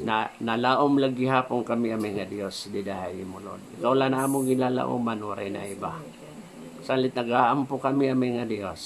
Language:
Waray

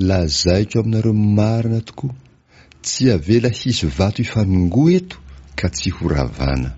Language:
Malagasy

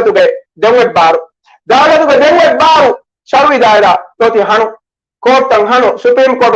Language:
Divehi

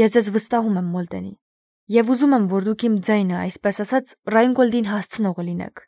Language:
Armenian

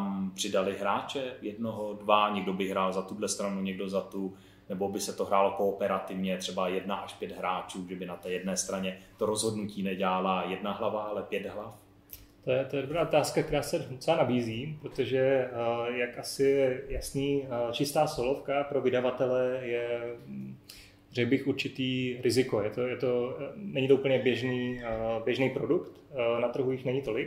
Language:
Czech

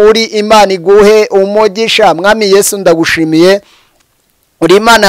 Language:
Kinyarwanda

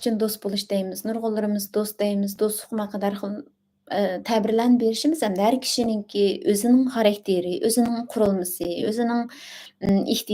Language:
Uyghur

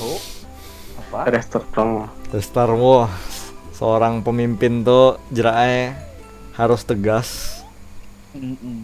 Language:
Banjar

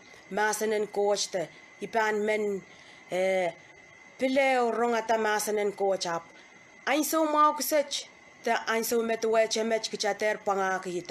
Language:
Pohnpeian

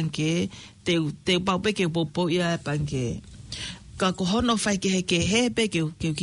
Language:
Tongan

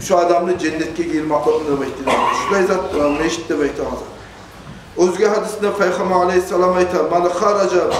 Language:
Kumyk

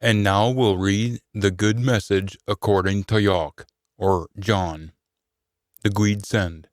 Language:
Scots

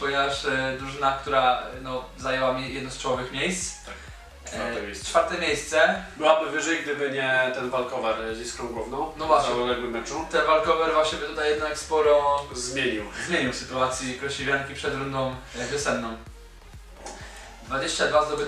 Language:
Polish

